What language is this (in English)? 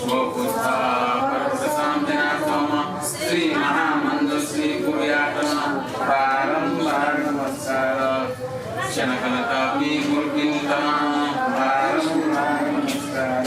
Newari